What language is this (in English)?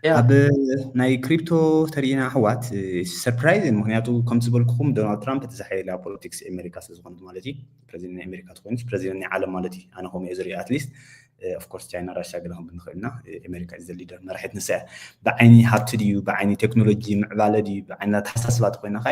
Tigrinya